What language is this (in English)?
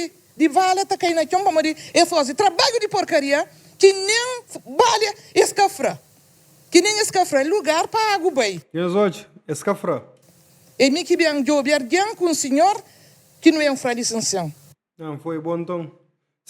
Kabuverdianu